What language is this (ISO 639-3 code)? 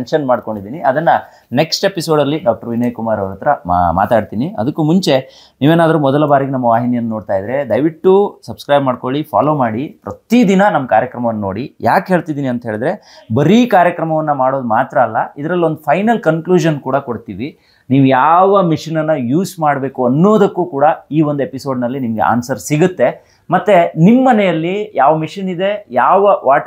kan